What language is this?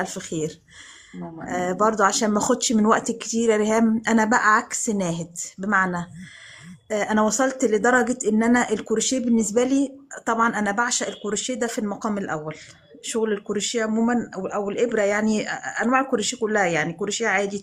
Egyptian Arabic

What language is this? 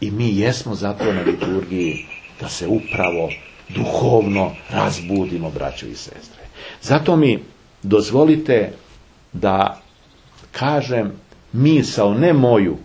Serbian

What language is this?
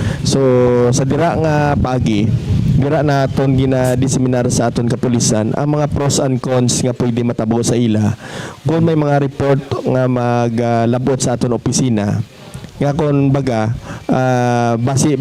Hiligaynon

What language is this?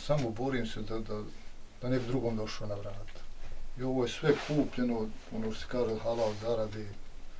Bosnian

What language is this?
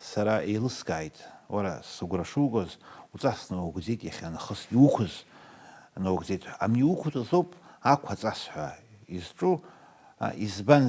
Abkhazian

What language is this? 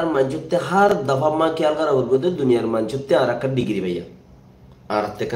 Rohingya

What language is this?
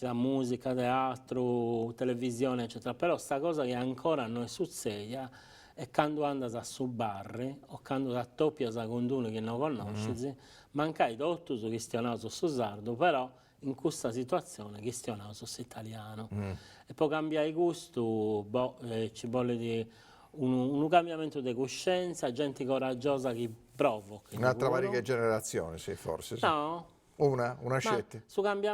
Sardinian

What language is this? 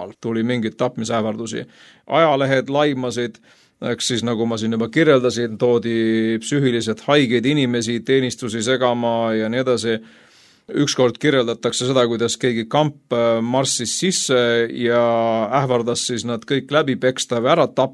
Estonian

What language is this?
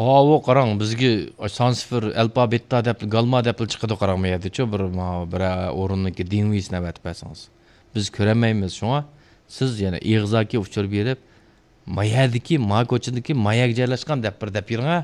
Uyghur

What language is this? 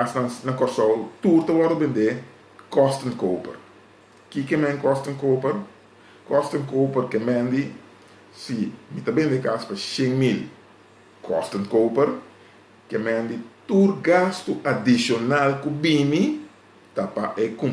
Papiamento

